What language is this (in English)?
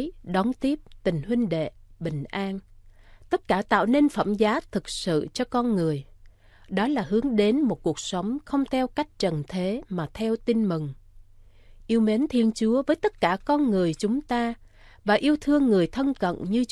Vietnamese